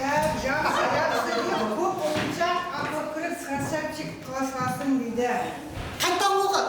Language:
Kara-Kalpak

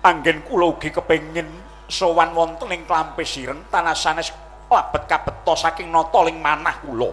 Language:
Javanese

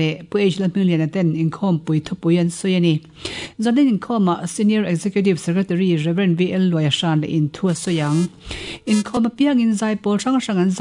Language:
Mizo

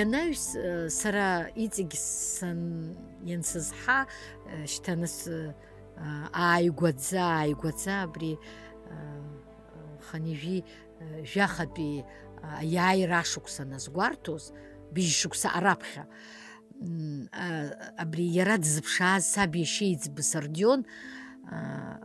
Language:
Abkhazian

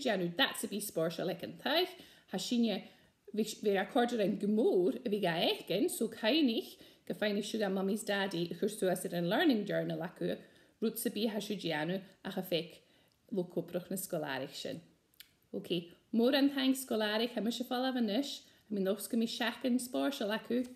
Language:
Scottish Gaelic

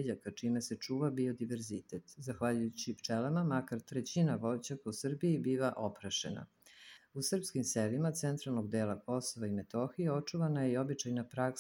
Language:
Serbian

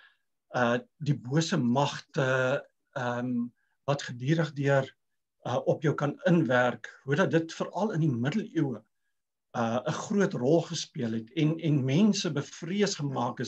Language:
Afrikaans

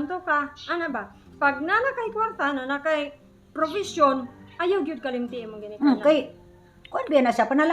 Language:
Cebuano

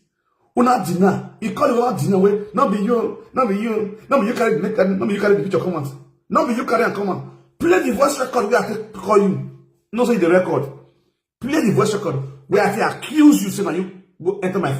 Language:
Nigerian Pidgin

